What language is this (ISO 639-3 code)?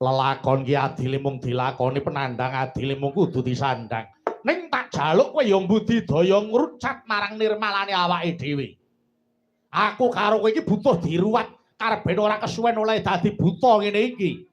jav